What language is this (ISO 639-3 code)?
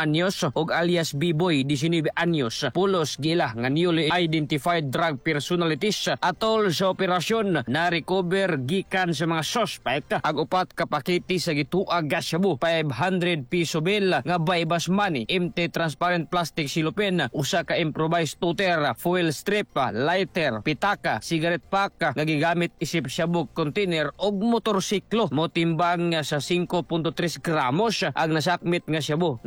ceb